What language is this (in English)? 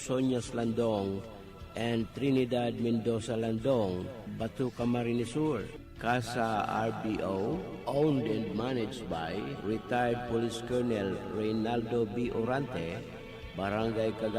Bikol